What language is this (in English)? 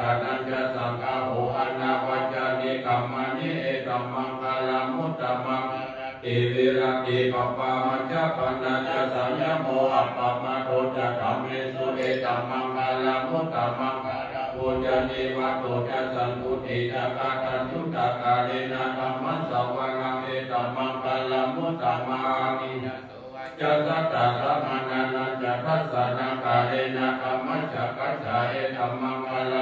Pali